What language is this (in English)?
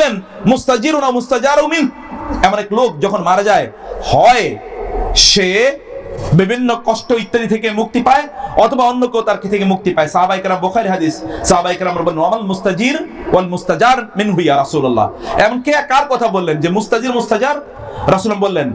Bangla